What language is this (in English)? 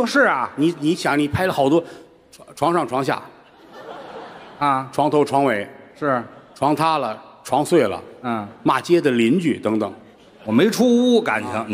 Chinese